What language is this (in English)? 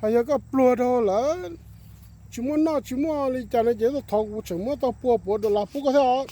Hmong